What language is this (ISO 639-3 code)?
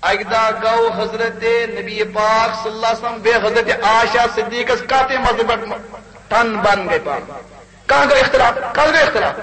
kas